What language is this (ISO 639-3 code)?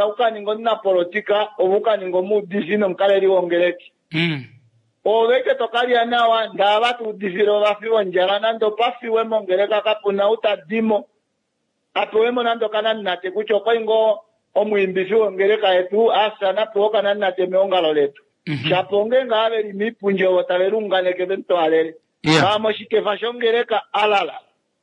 kua